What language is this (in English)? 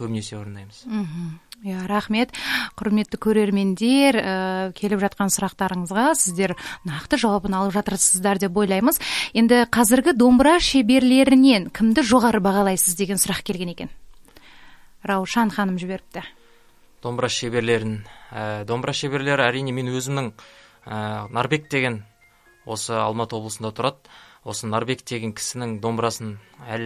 Kazakh